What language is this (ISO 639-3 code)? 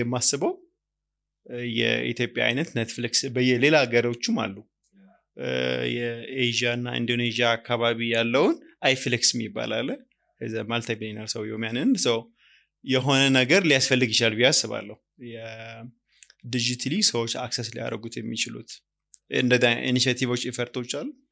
amh